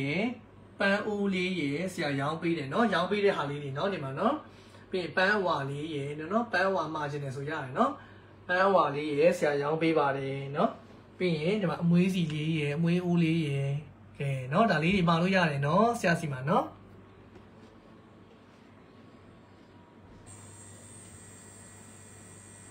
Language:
Burmese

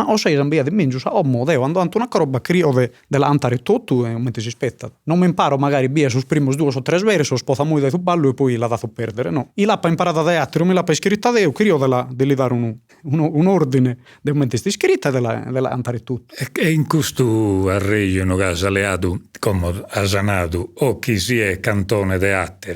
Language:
Sardinian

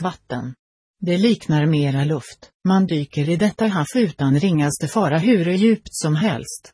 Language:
Swedish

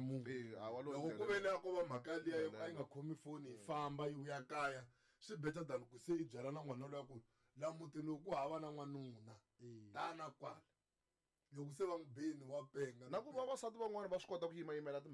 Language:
Tsonga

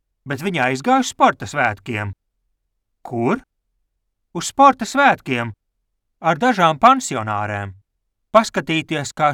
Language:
Latvian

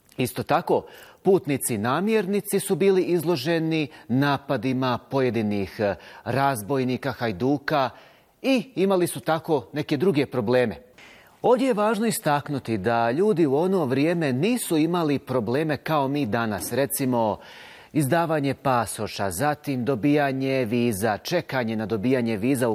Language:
Bosnian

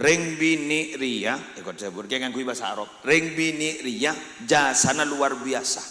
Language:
Madurese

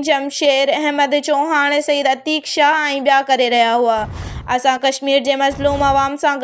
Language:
Sindhi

